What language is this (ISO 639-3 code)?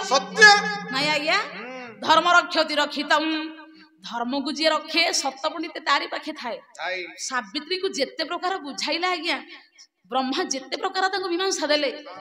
ori